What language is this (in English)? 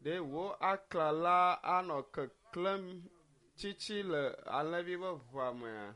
Ewe